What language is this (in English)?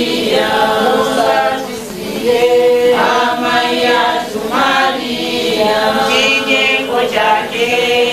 Nyanja